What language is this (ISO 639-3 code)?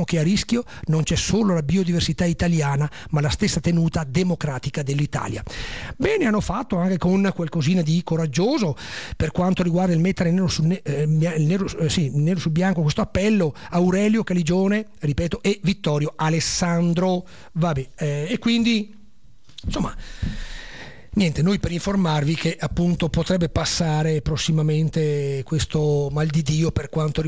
ita